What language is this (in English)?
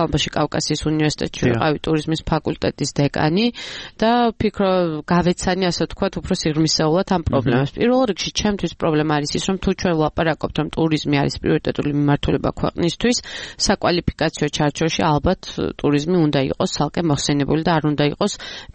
Georgian